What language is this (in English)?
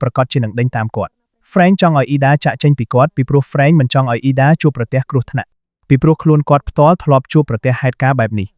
Khmer